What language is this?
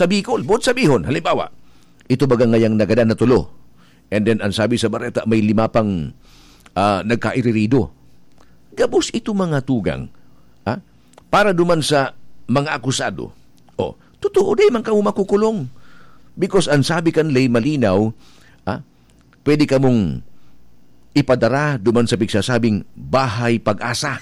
Bikol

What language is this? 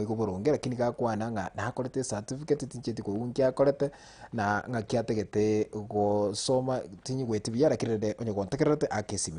Gusii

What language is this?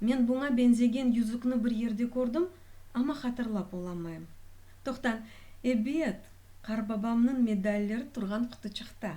Crimean Tatar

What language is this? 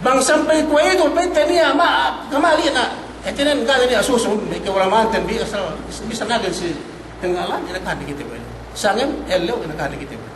Yakan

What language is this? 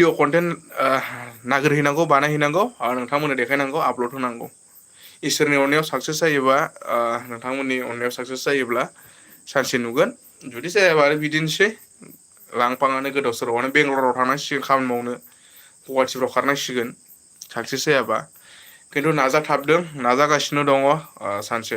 Bodo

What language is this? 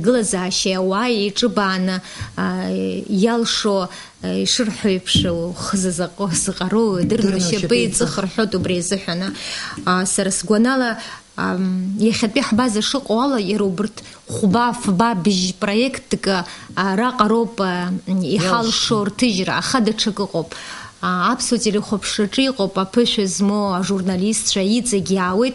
Abkhazian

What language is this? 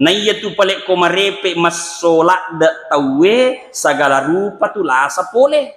Buginese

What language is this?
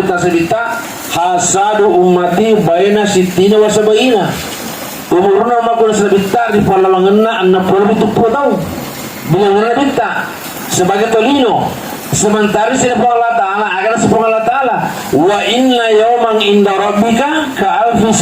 Buginese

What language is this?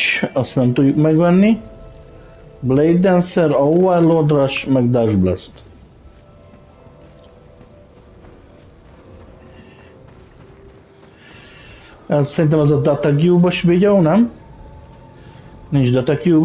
Hungarian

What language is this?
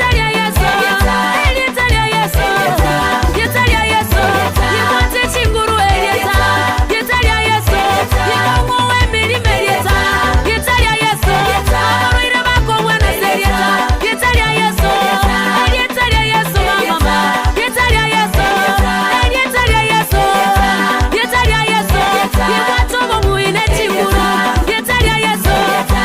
Gusii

